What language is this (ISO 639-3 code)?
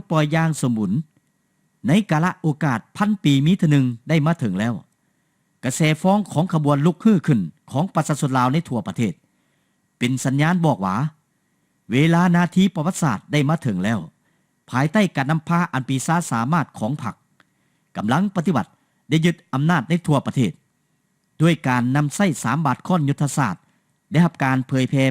lao